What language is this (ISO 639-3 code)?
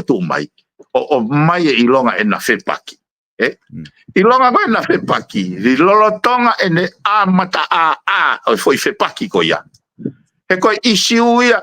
ton